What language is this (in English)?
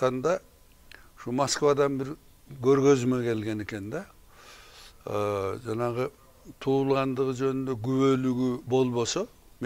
Kyrgyz